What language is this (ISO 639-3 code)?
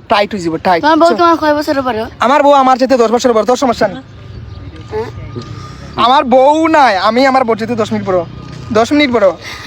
syl